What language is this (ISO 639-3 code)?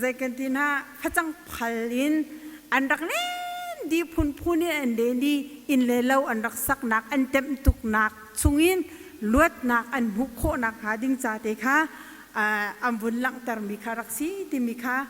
cnh